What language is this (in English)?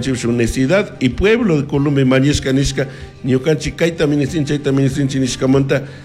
Chimborazo Highland Quichua